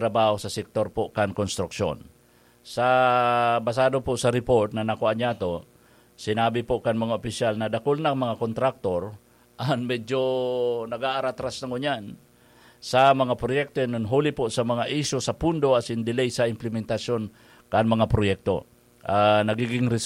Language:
Bikol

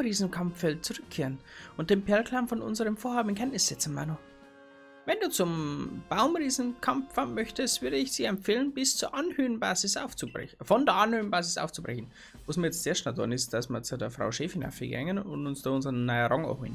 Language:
Bavarian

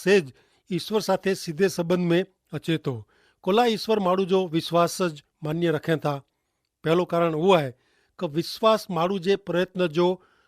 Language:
Kachhi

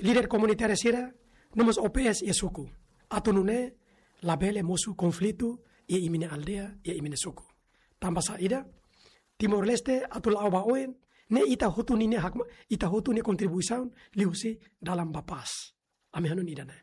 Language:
Tetum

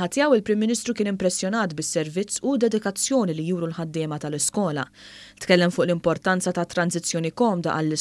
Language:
Maltese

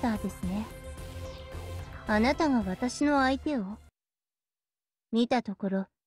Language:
Japanese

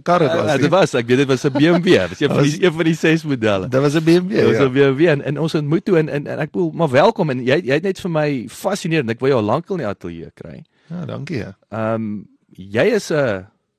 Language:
Afrikaans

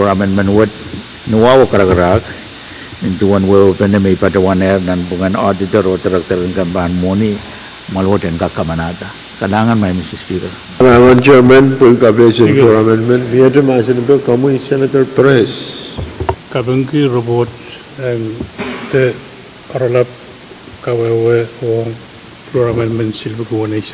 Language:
Pohnpeian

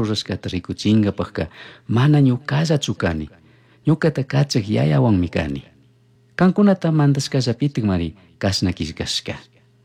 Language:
Chimborazo Highland Quichua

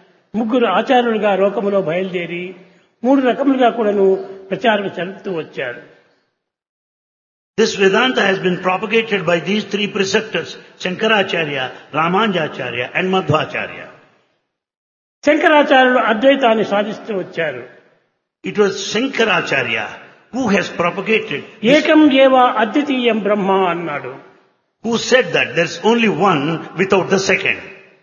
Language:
Telugu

